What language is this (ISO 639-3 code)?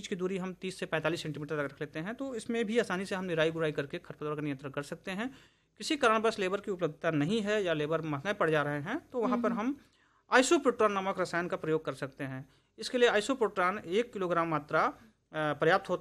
hin